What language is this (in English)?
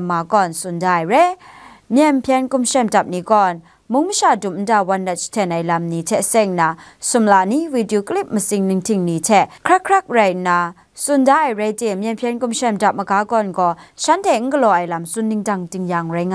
Kachin